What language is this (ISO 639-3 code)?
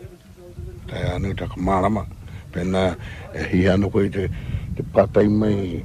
mri